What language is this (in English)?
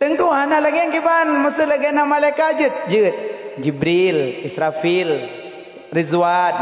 Achinese